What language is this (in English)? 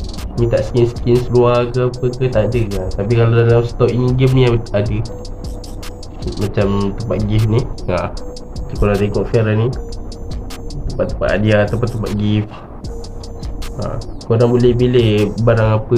Malay